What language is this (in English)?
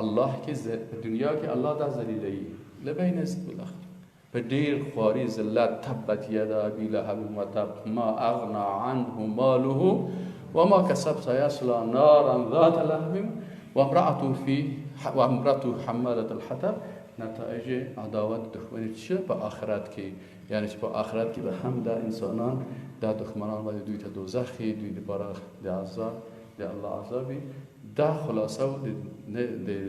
Persian